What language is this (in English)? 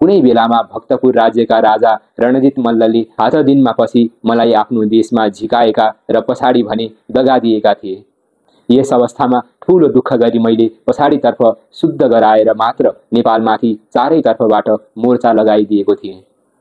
Nepali